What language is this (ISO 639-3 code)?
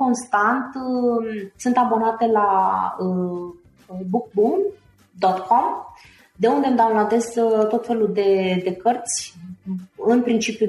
ron